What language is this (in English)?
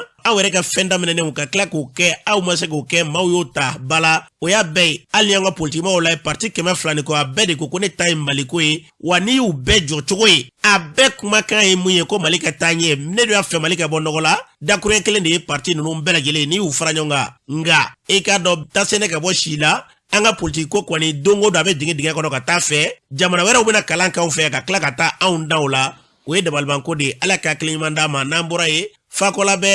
Bambara